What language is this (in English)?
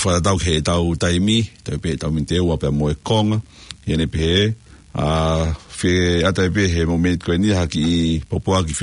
Tongan